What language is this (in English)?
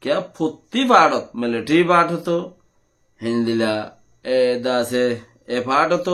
Rohingya